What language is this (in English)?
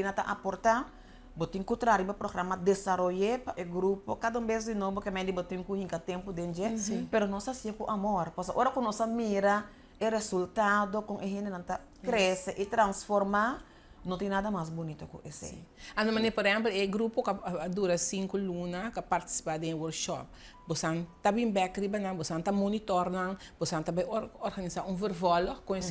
Papiamento